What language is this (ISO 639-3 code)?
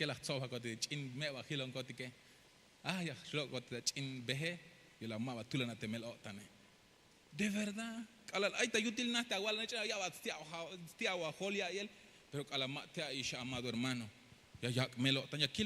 tzh